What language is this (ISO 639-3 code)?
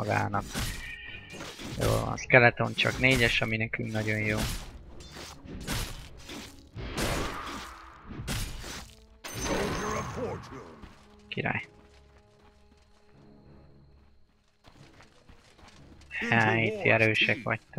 hun